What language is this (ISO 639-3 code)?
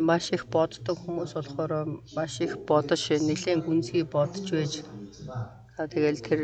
mon